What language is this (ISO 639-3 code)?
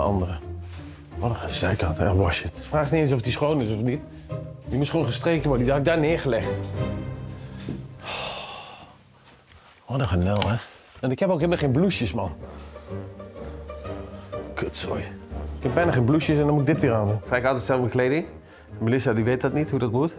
nld